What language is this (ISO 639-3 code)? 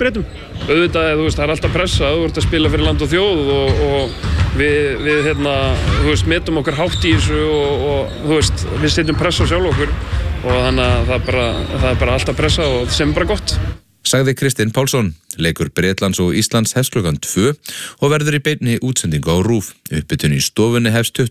isl